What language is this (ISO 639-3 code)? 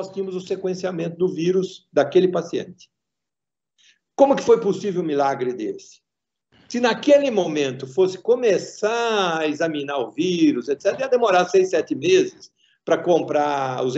por